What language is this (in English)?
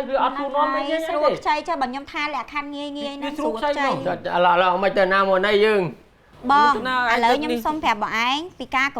Khmer